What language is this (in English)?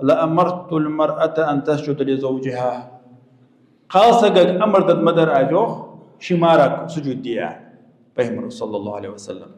Ingush